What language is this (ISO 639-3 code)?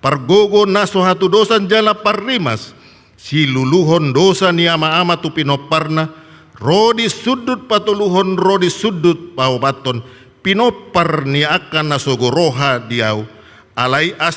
bbc